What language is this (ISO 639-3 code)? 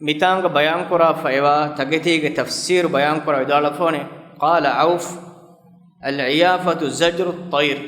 div